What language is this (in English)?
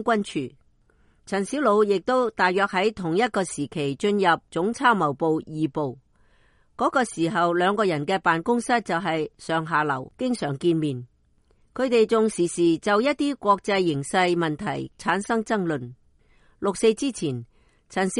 Cantonese